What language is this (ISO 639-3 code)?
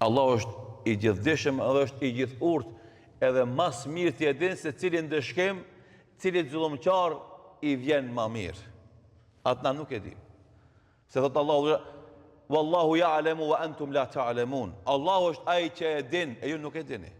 sqi